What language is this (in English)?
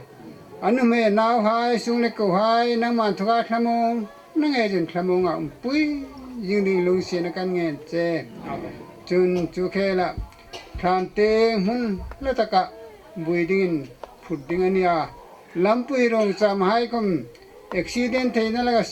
Hmar